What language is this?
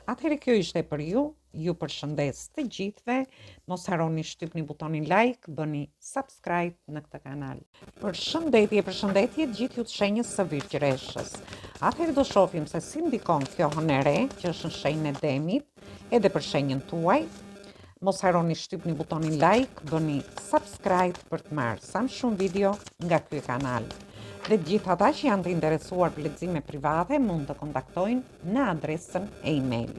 Albanian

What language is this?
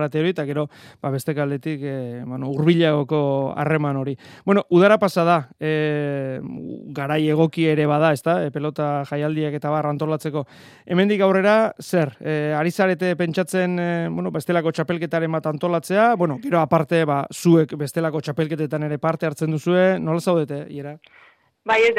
Basque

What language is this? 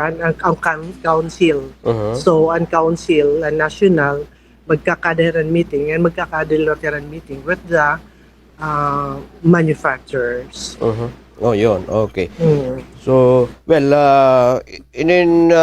Waray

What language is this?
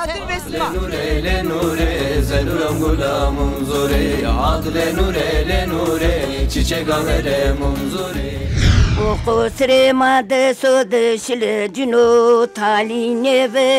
Zaza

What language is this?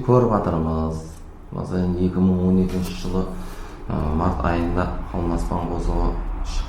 Kara-Kalpak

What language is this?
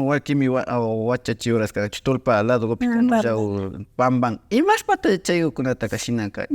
Imbabura Highland Quichua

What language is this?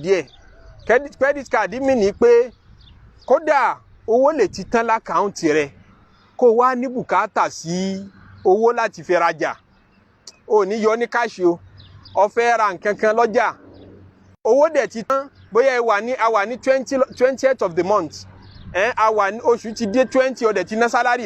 Yoruba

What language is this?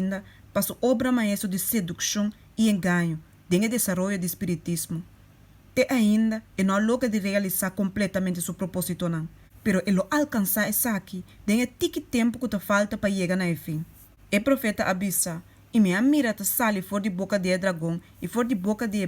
Papiamento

